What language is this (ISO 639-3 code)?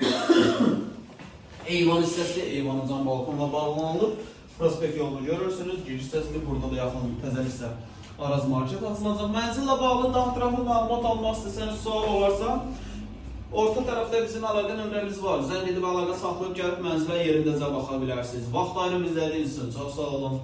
aze